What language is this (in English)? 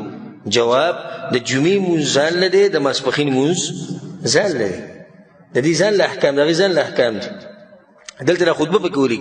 Pashto